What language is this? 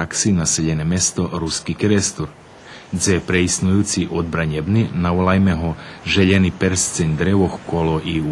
Rusyn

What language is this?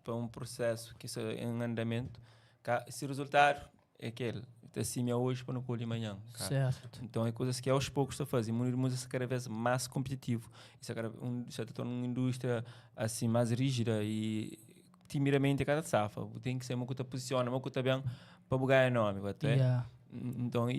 Kabuverdianu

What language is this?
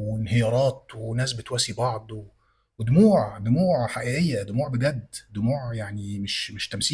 Egyptian Arabic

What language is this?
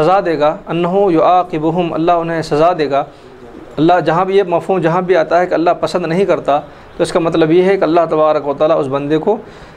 Urdu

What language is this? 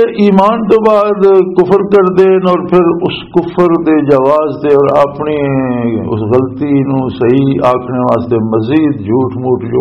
Western Panjabi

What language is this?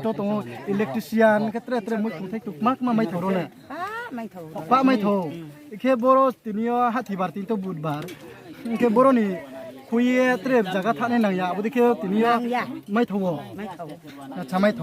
Riang (India)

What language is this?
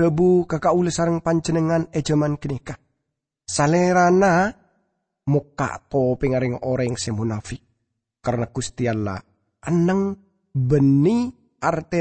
Madurese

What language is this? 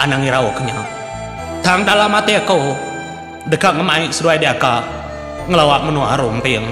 Iban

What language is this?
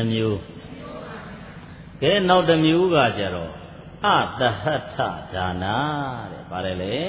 Burmese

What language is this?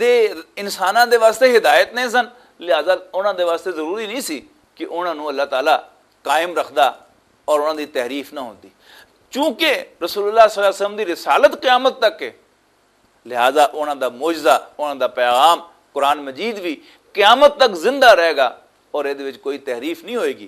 Western Panjabi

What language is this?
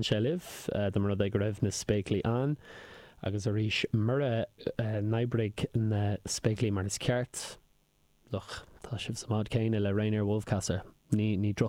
Irish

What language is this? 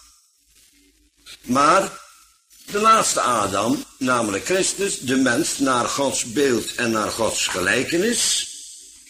Dutch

